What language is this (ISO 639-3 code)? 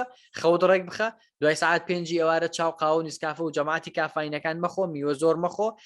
ckb